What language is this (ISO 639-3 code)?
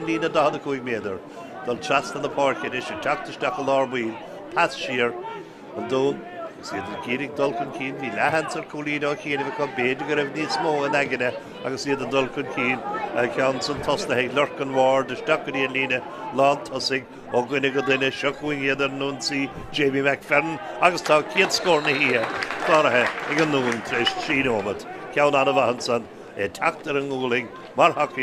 gle